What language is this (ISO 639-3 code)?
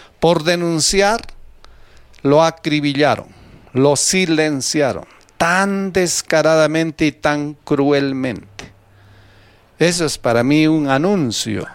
spa